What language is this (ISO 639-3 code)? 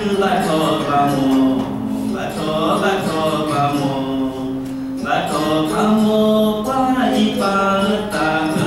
ksw